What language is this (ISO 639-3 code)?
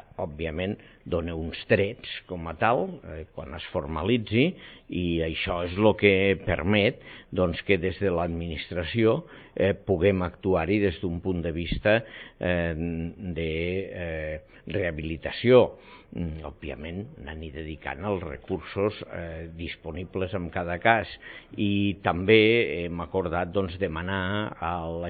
cat